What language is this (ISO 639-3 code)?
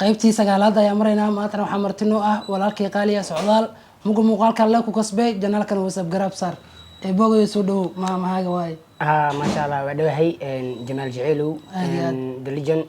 som